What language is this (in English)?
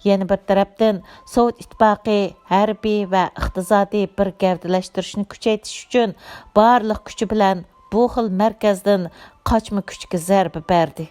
Uyghur